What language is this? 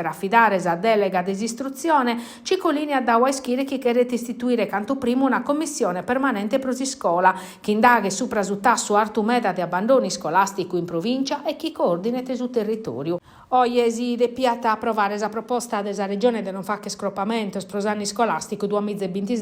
Sardinian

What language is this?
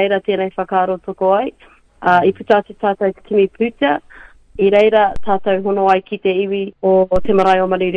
Māori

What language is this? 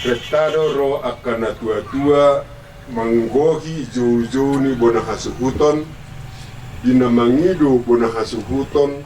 Batak Toba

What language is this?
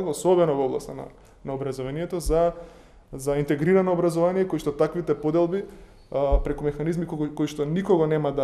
Macedonian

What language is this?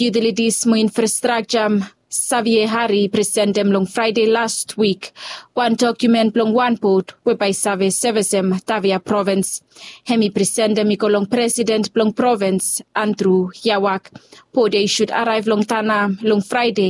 Bislama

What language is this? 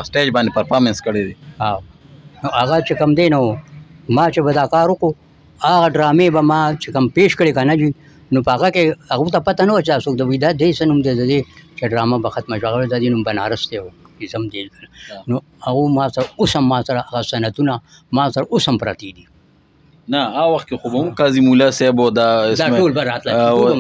Pashto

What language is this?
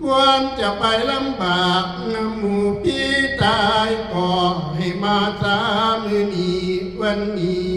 Northeastern Thai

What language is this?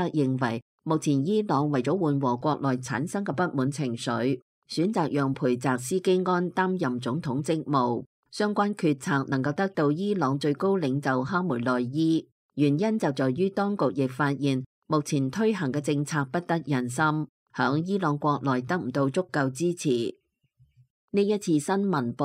Cantonese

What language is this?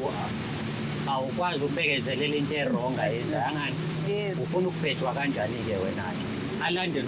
Zulu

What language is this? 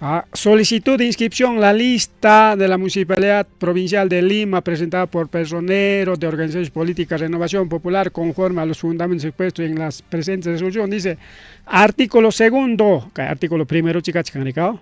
Ayacucho Quechua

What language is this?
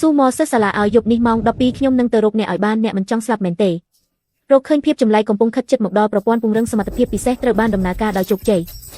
Khmer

